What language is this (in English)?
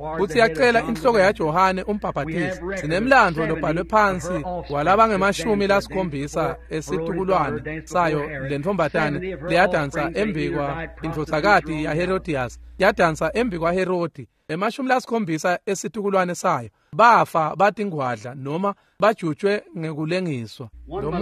Swati